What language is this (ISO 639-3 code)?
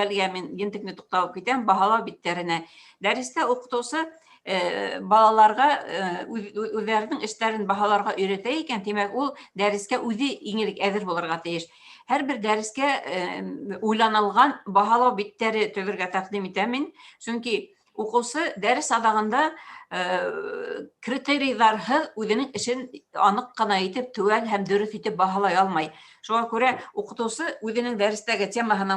bak